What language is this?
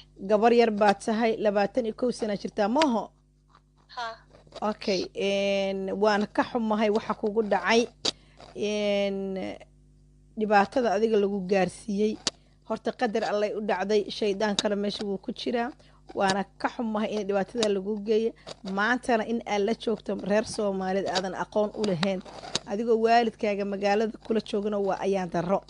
Somali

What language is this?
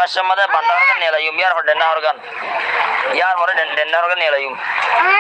Rohingya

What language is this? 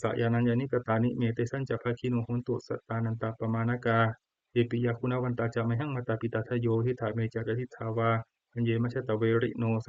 Pali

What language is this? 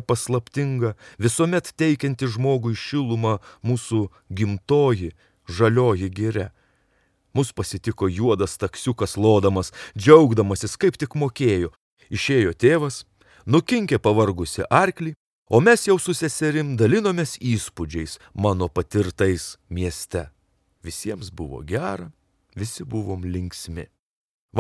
Lithuanian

